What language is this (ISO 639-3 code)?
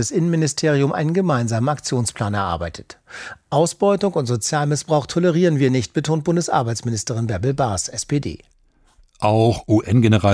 deu